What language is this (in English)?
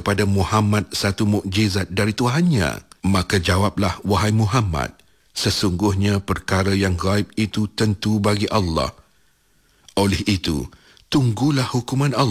Malay